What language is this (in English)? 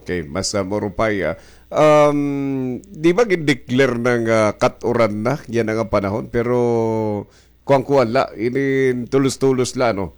Waray